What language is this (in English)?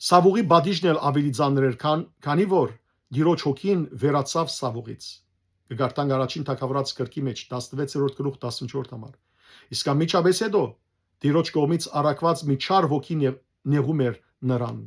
Western Armenian